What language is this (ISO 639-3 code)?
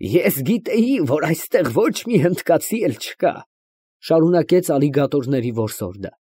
hye